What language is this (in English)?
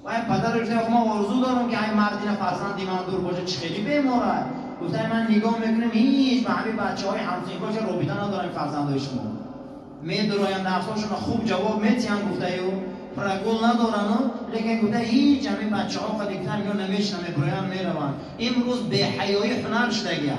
Tajik